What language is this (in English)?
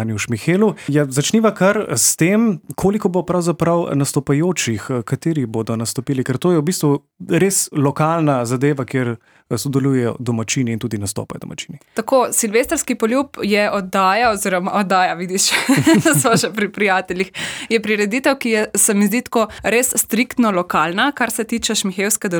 Slovenian